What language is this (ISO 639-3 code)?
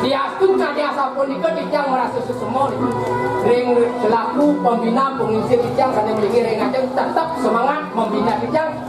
ban